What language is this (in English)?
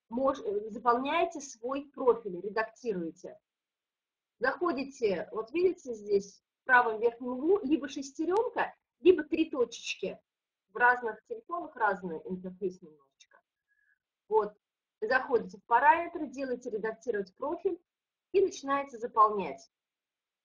Russian